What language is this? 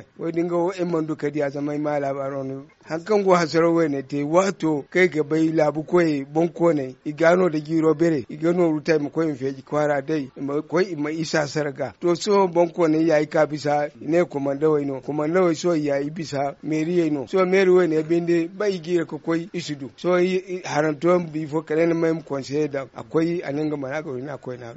Zarma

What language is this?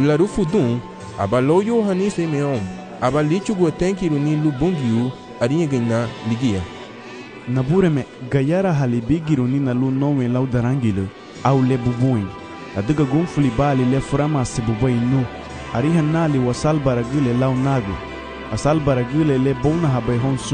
Garifuna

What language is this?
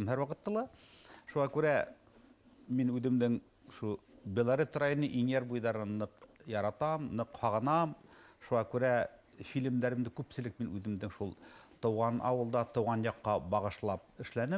Bashkir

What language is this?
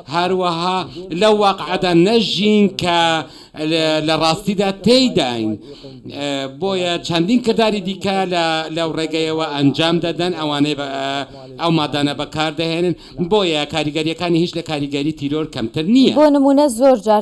Central Kurdish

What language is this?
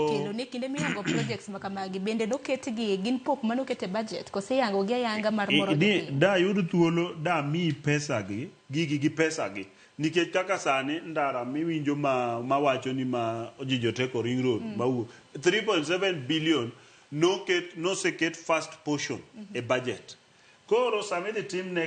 Luo (Kenya and Tanzania)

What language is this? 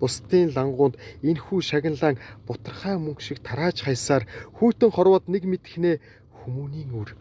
Mongolian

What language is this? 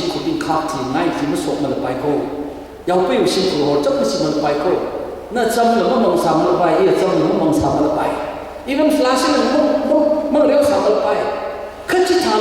Tangkhul Naga (India)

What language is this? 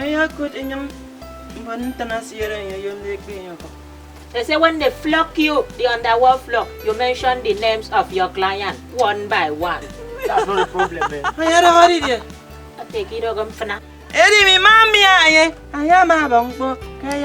Efik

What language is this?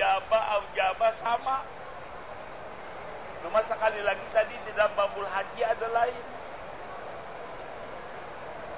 Malay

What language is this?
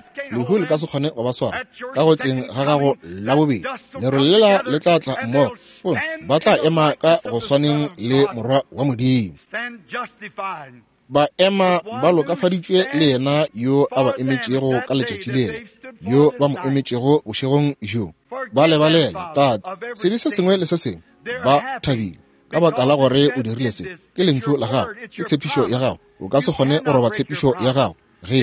Northern Sotho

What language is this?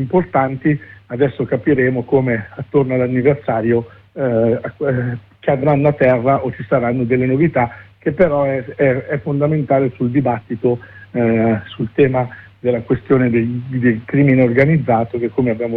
Italian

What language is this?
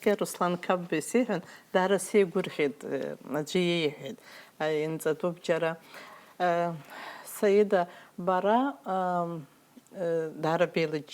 Abkhazian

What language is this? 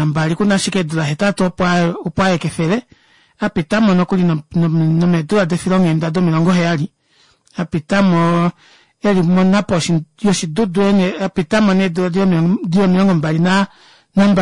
Kuanyama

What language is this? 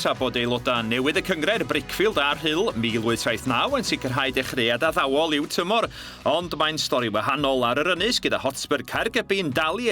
Welsh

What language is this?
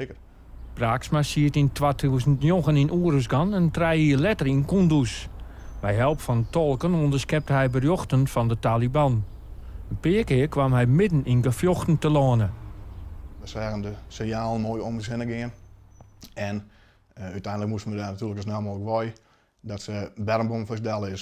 Western Frisian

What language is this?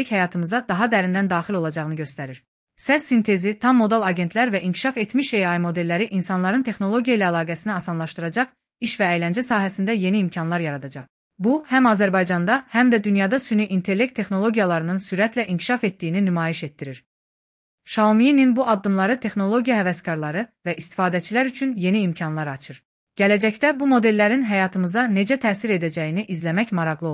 Azerbaijani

